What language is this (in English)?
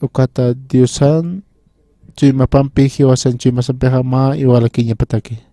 Aymara